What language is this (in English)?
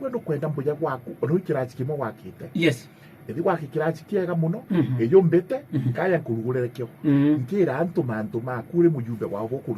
Meru